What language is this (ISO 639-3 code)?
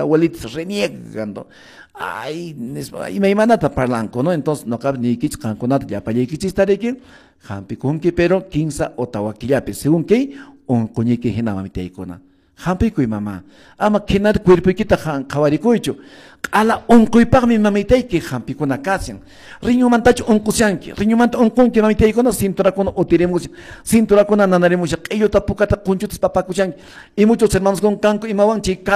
que